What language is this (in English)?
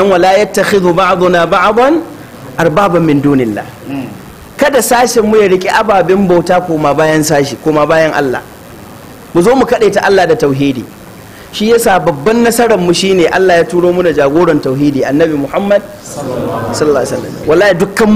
Hausa